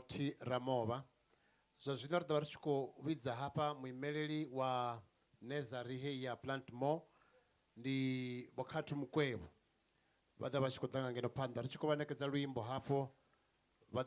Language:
Venda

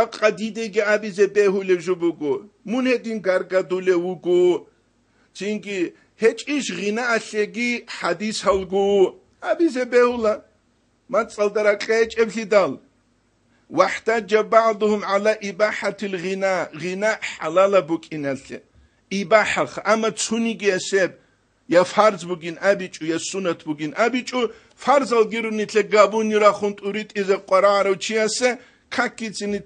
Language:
Avaric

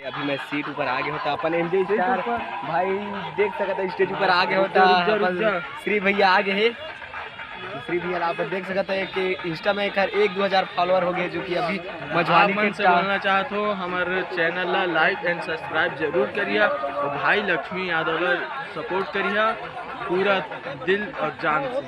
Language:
Chhattisgarhi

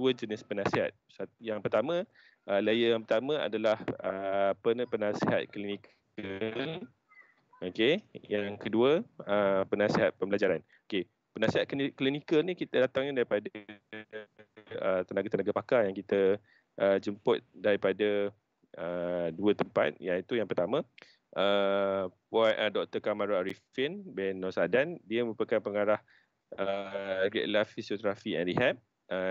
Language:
Malay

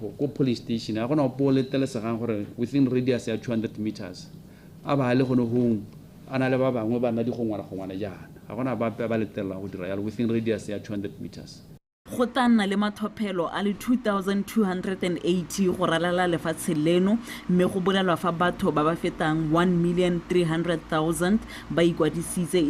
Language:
Tswana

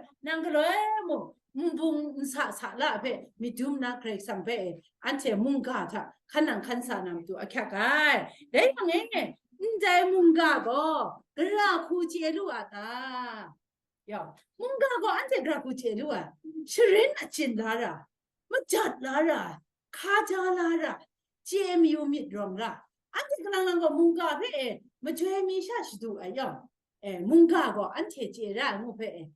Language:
Kachin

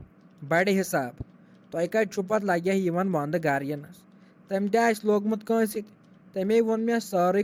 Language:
Kashmiri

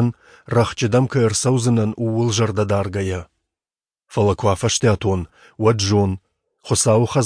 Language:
Ossetic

